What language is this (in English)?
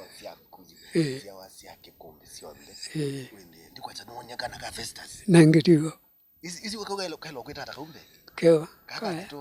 Kamba